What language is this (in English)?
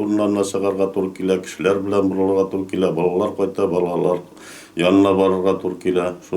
Tatar